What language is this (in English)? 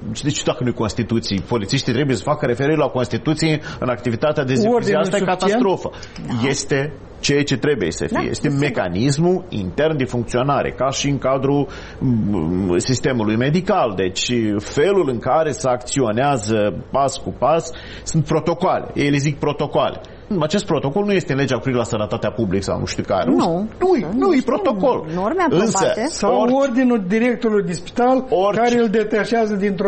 Romanian